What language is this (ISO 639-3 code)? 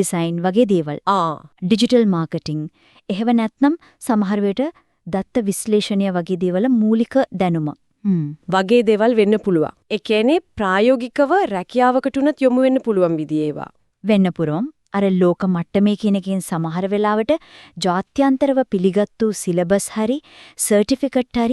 sin